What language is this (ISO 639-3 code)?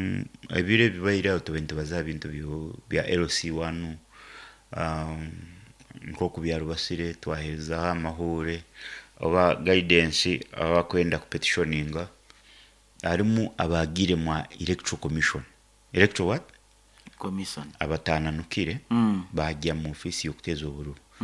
nyo